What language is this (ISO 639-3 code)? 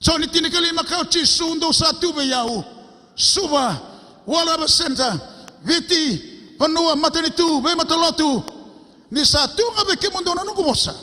fij